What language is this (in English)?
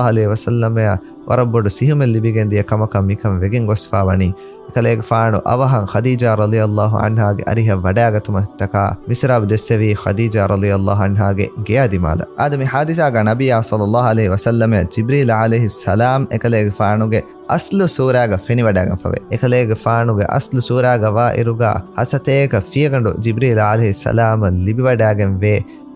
Divehi